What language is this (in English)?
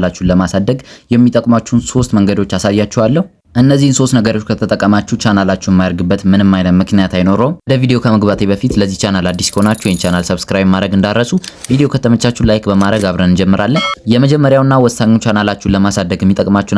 Amharic